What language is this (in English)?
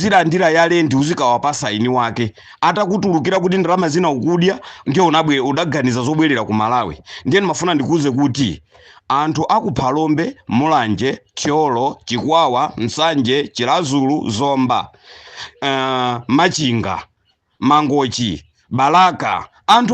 Nyanja